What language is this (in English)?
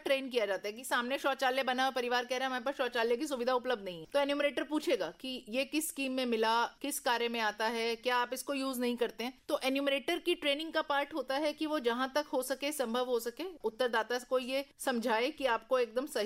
Hindi